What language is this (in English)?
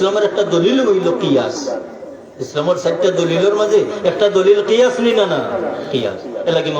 Sylheti